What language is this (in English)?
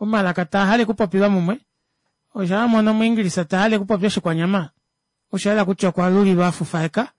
Kuanyama